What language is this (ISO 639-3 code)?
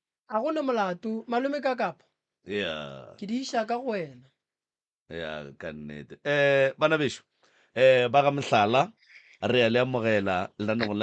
nso